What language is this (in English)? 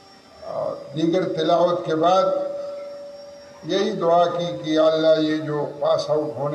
Urdu